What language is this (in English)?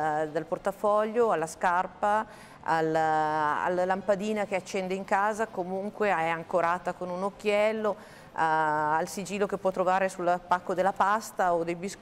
Italian